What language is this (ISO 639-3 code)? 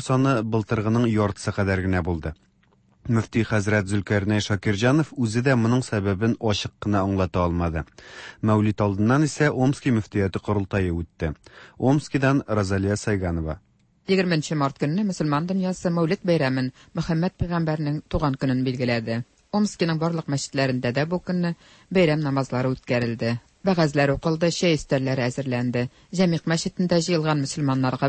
tat